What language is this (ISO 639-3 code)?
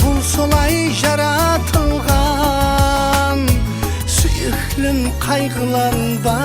kaa